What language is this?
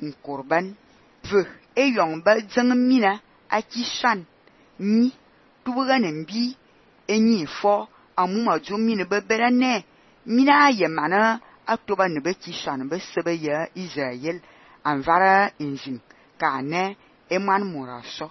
Fang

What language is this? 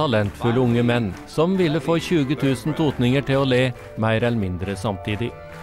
Norwegian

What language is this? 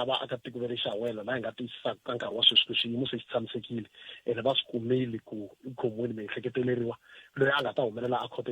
Tsonga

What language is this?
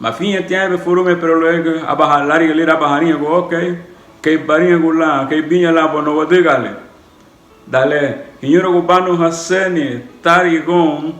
Garifuna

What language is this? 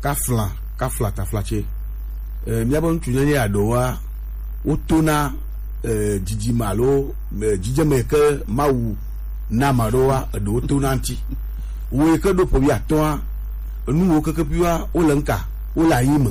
Gen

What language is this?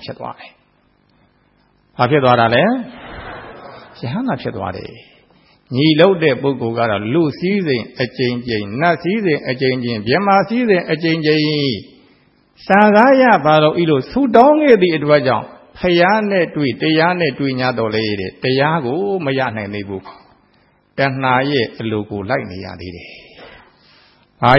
Burmese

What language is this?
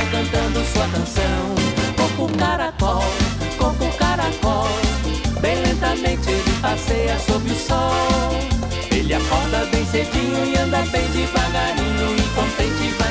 Portuguese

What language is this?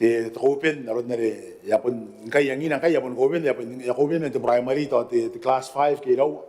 Gilbertese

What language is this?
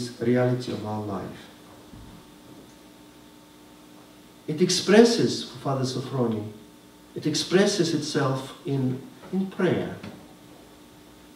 English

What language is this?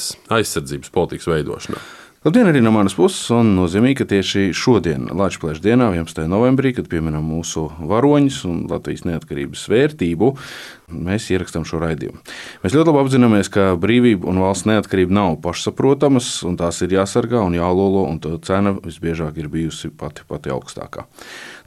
Latvian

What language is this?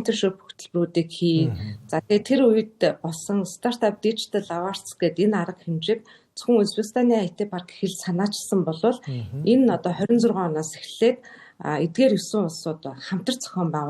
Mongolian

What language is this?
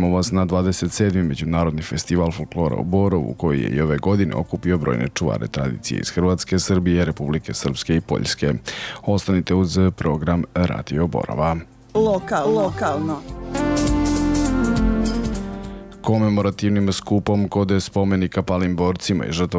Serbian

